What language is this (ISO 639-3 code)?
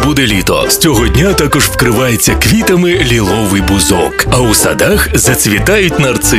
ukr